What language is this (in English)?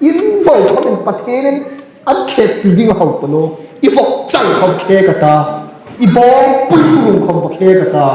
Hmar